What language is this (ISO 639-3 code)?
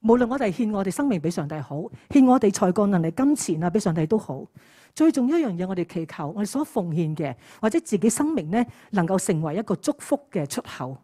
yue